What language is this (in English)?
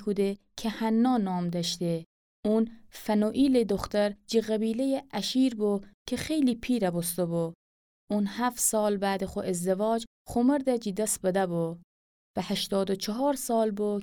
Gilaki